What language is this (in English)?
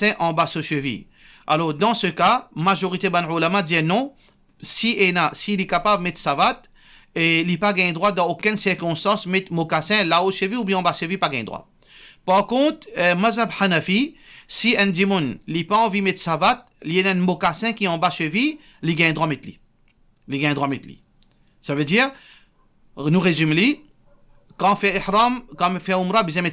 Morisyen